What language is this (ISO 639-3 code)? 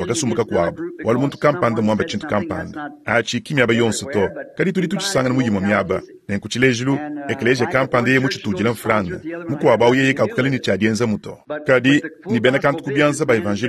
lua